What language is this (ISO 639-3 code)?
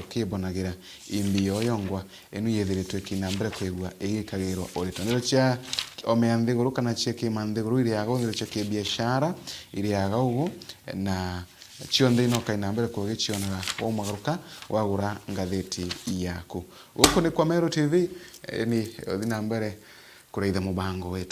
mer